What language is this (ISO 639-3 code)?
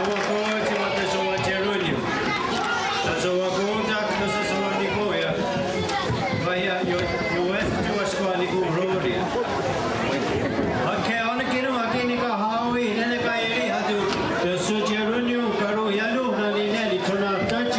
moh